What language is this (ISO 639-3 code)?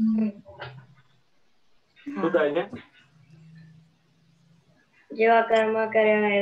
guj